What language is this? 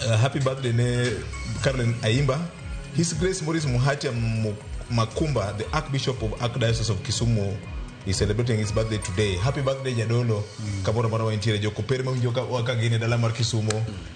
Luo (Kenya and Tanzania)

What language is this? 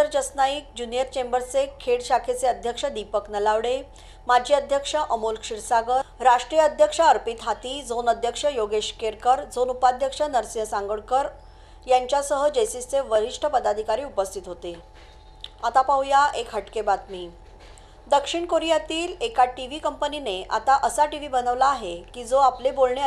Marathi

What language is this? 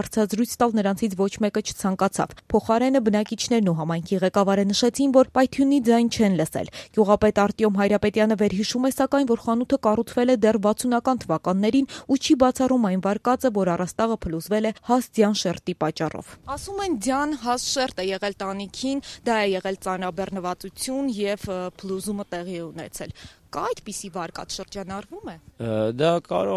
Armenian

